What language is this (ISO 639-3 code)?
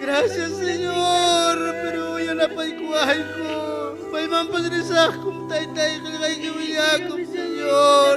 quy